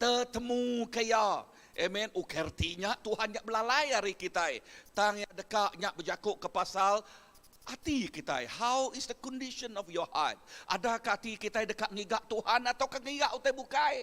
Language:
Iban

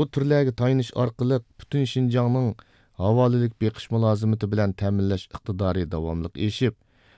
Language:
Uyghur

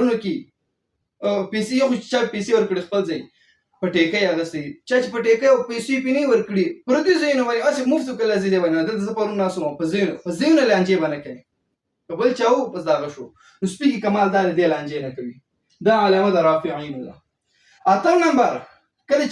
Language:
Pashto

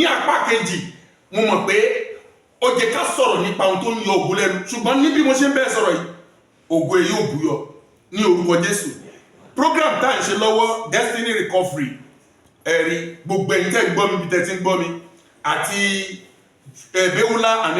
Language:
Yoruba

